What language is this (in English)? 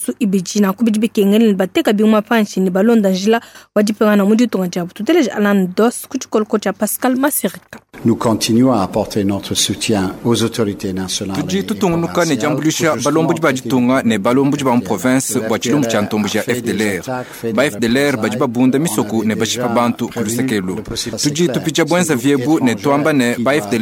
Luba-Lulua